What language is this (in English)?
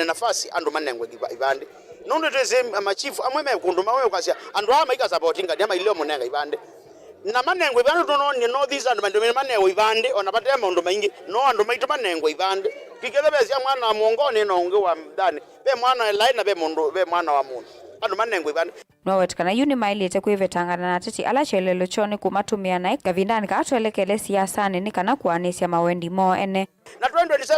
Kamba